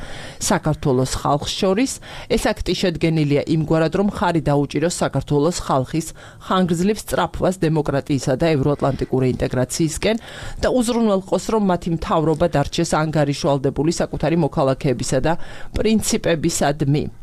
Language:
Georgian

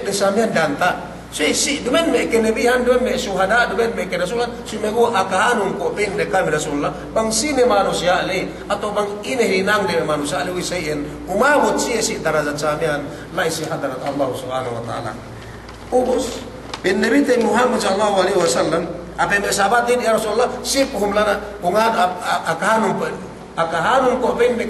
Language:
Yakan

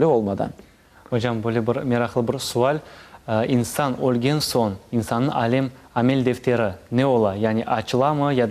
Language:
Crimean Tatar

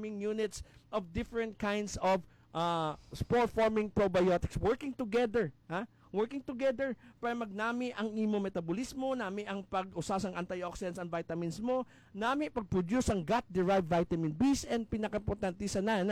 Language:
Hiligaynon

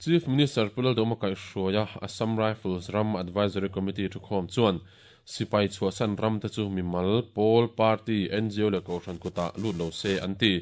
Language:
Mizo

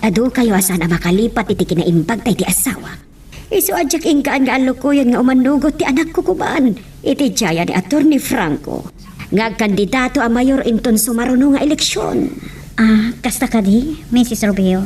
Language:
Iloko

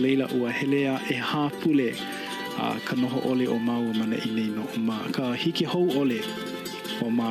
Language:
Hawaiian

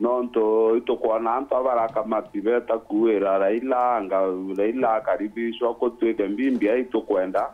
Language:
Meru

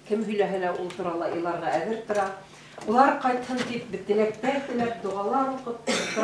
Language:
Bashkir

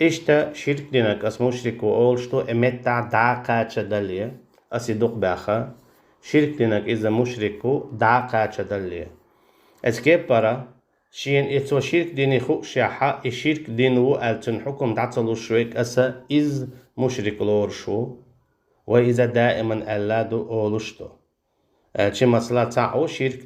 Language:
Chechen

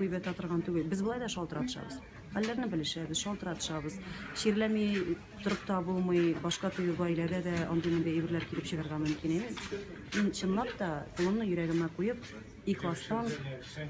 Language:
Tatar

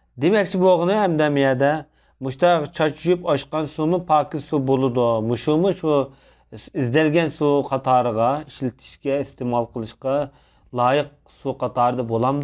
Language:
Uyghur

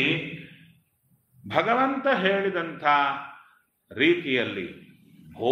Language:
Kannada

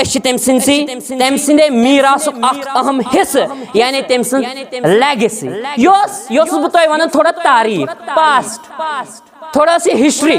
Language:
Kashmiri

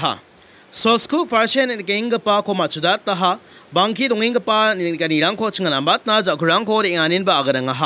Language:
Garo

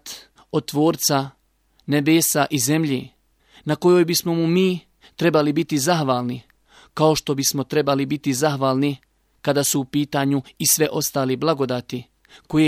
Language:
Bosnian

